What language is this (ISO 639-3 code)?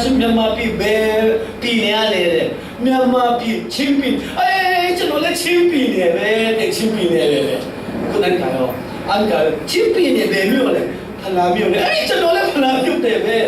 cfm